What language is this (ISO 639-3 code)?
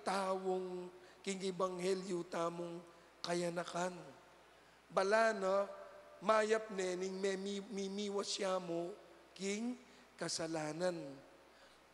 pam